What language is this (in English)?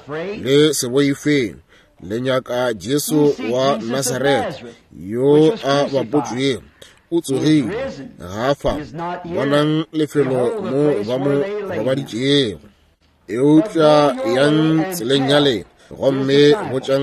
Northern Sotho